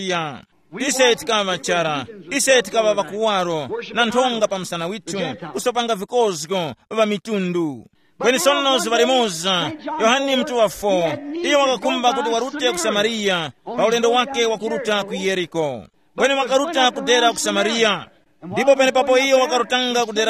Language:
Tumbuka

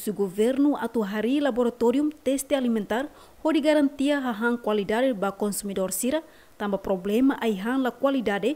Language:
Tetum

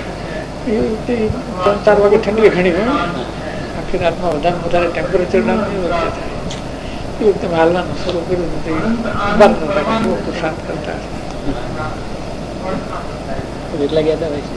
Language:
Gujarati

